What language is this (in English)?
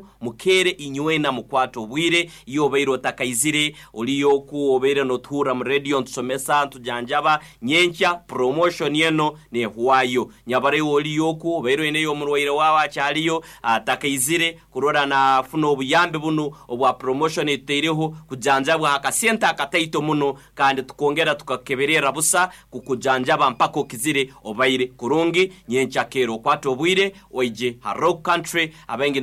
Nyoro